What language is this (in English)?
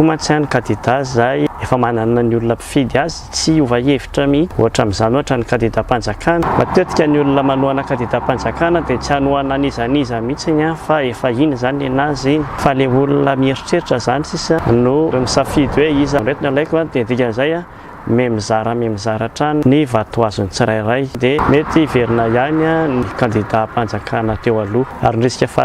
Malagasy